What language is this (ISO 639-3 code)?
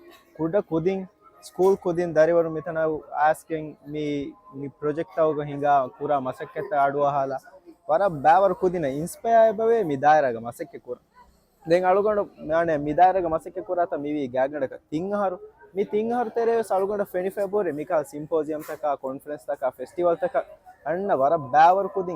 div